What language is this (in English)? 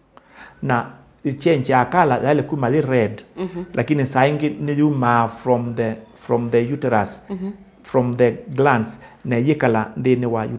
Kamba